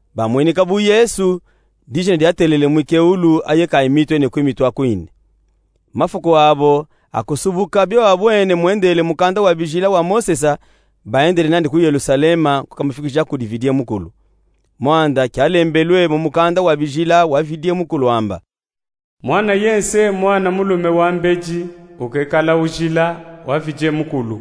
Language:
Luba-Katanga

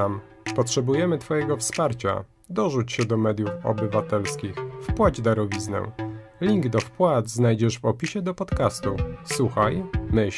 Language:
Polish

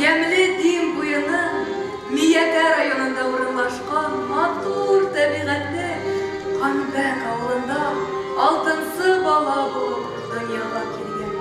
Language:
Bashkir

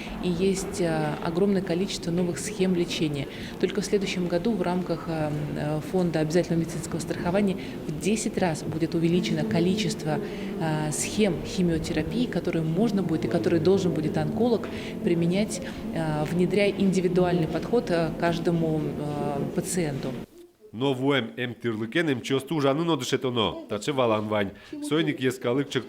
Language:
Udmurt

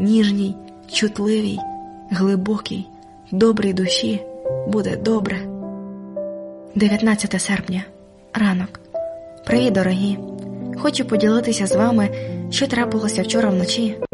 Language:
Ukrainian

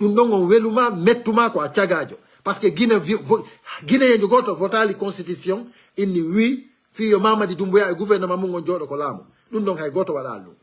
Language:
Fula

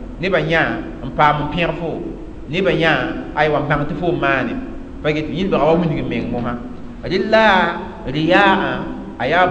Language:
Mossi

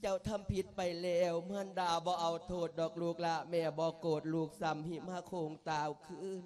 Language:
Lao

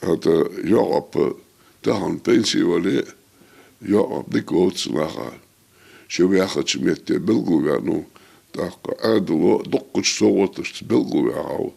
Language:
Ingush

